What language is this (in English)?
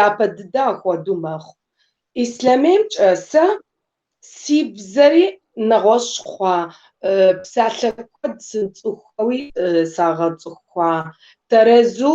Kabardian